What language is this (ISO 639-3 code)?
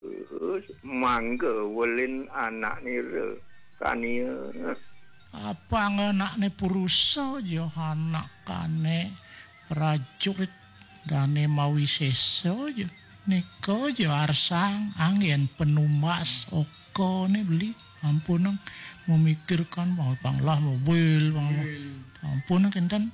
ban